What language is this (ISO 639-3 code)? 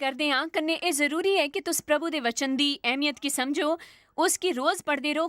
doi